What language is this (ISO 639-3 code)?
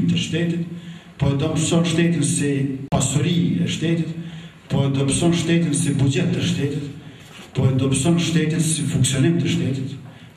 sqi